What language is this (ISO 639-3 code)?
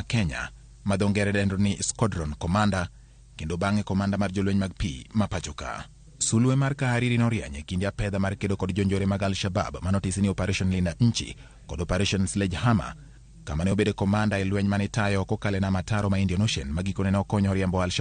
luo